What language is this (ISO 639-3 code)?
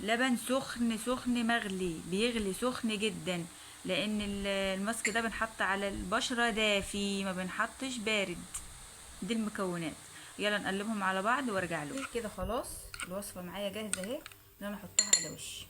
arz